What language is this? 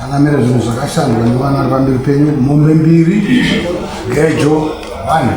Shona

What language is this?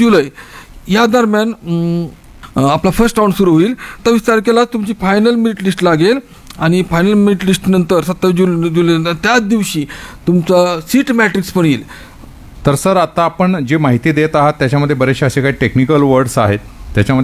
Marathi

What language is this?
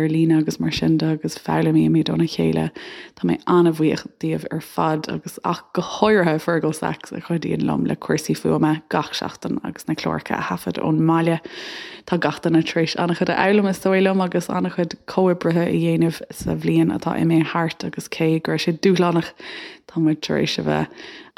Irish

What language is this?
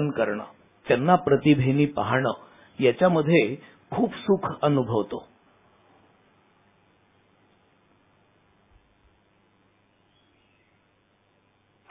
Marathi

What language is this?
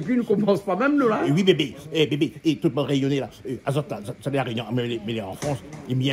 Réunion Creole French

